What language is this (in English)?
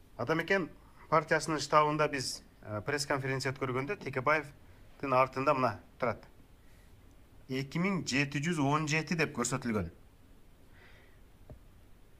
Kyrgyz